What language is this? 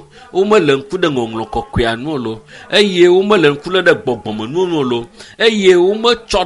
Ewe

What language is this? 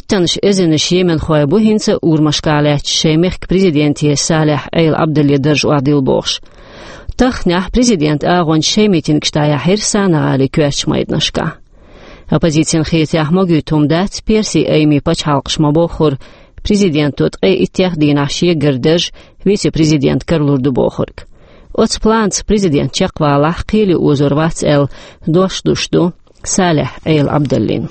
Chechen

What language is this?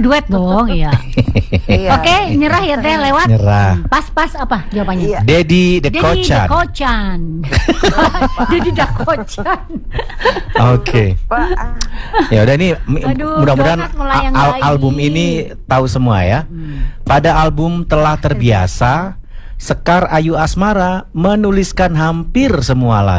Indonesian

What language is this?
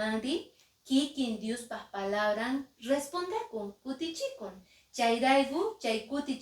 Quechua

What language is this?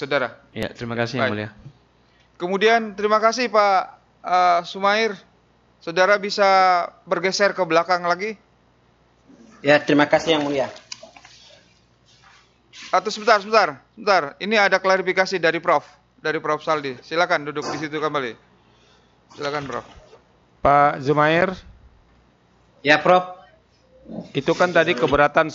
Indonesian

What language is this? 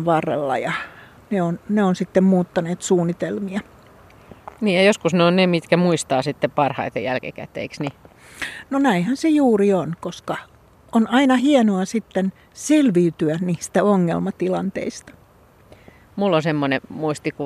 Finnish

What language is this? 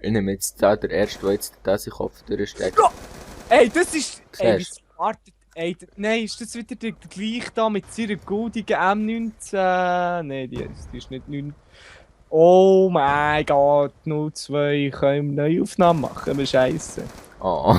Swiss German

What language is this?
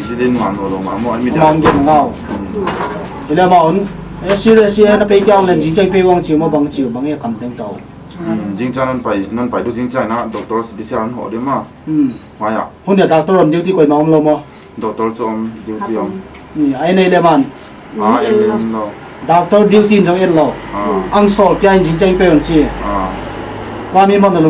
Paite Chin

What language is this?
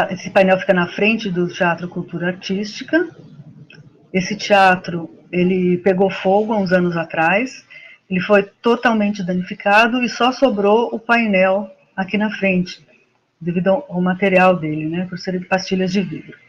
Portuguese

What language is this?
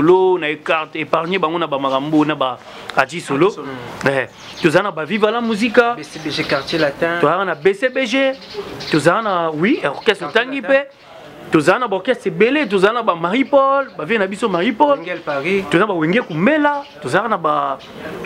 Lingala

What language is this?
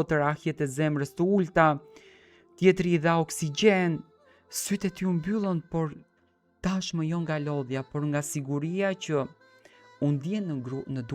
Albanian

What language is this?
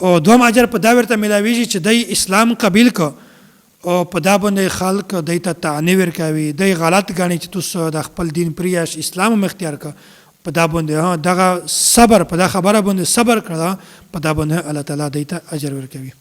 Pashto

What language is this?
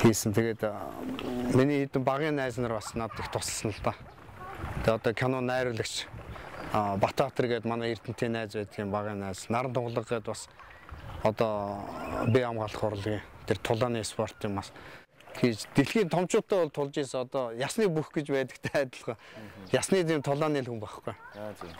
Mongolian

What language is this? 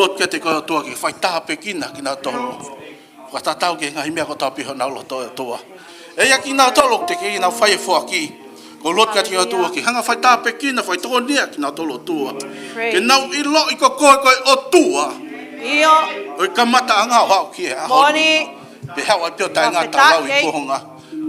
Tongan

